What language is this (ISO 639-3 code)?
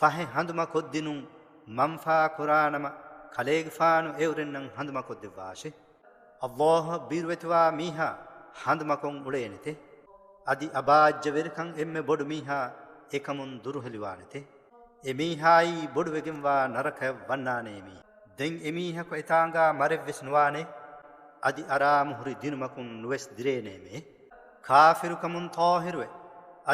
div